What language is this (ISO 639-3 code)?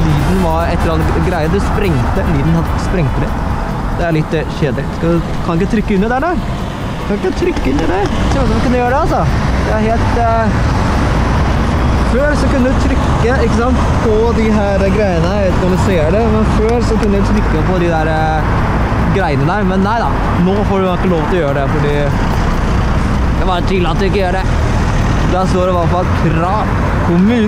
nor